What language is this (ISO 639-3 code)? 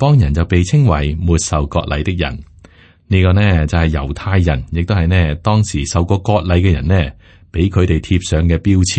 yue